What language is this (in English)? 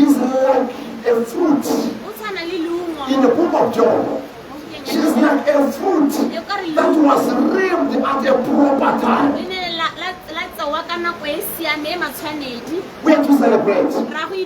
Tswana